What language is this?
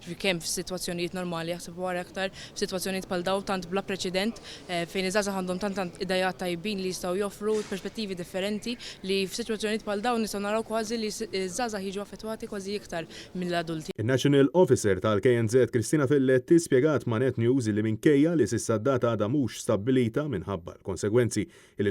Maltese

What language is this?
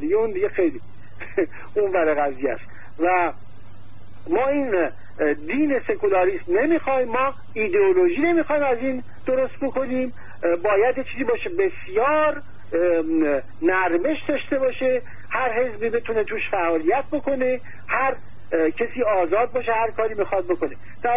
Persian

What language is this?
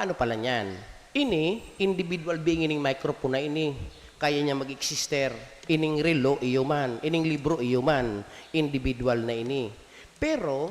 Bikol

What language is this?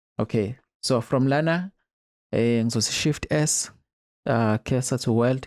Zulu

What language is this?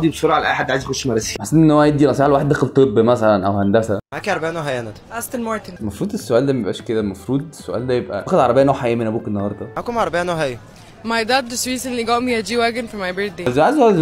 Egyptian Arabic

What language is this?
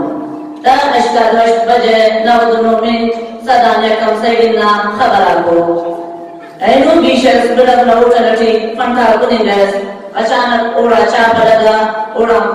Brahui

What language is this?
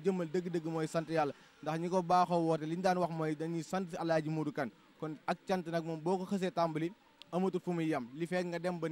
Wolof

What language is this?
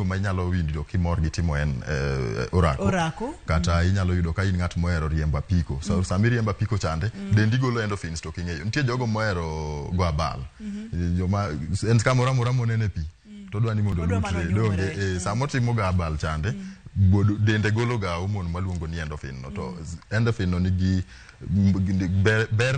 Luo (Kenya and Tanzania)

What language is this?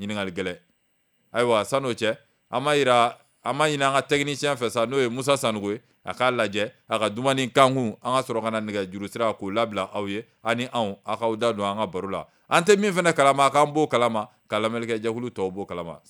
Bambara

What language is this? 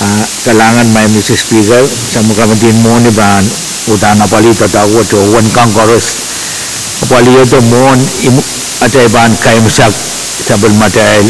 Pohnpeian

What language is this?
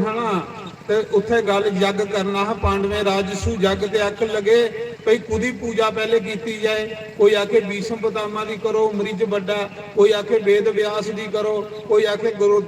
Dogri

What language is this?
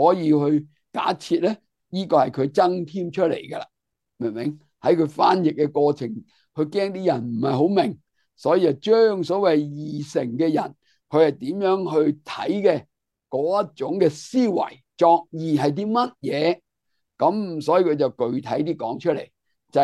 Cantonese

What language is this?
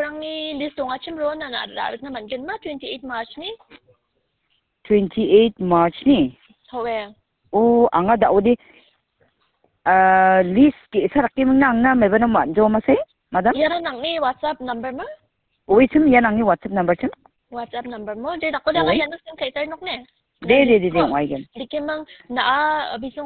Khasi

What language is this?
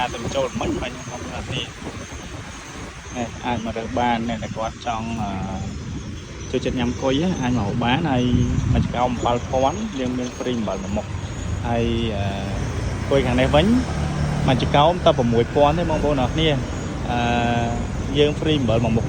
Khmer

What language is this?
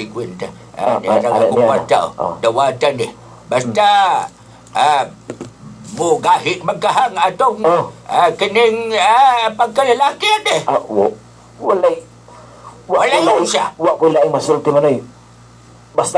Cebuano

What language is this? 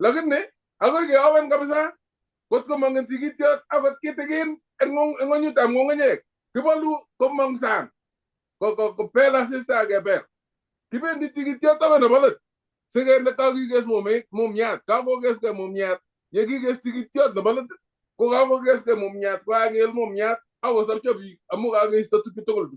Kalenjin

